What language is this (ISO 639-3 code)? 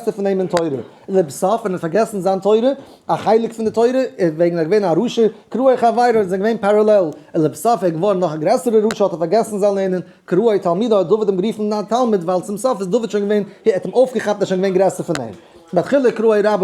yid